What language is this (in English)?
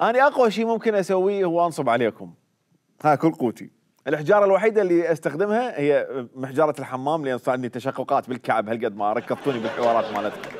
Mesopotamian Arabic